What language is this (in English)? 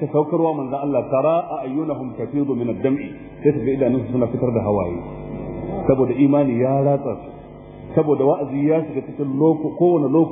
Hausa